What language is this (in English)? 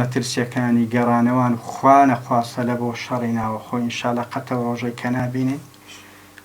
Central Kurdish